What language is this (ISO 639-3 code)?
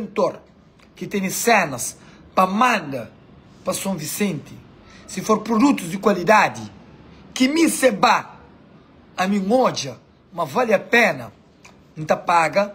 kea